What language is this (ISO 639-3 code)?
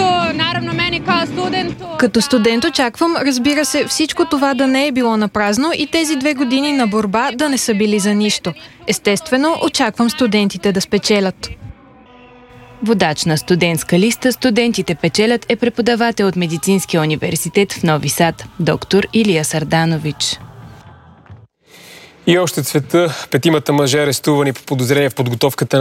bul